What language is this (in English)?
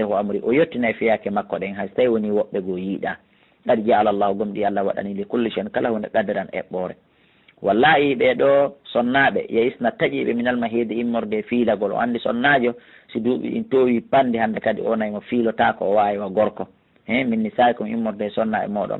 Fula